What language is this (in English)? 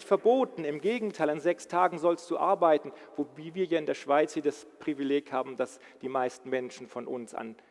Swiss German